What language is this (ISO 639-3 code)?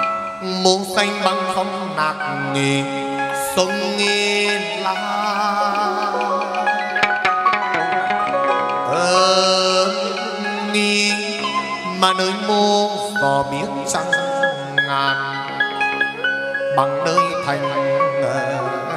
vie